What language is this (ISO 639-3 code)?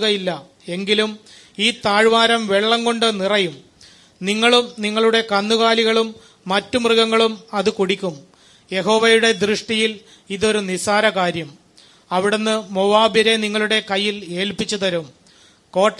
mal